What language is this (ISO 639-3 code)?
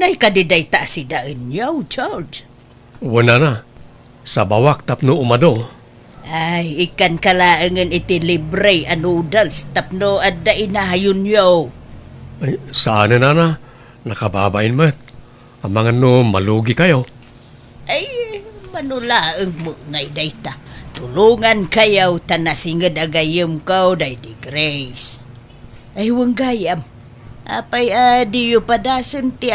ilo